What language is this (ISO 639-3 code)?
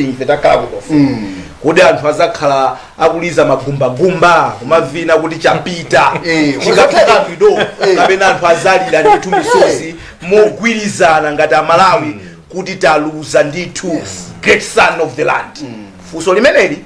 nya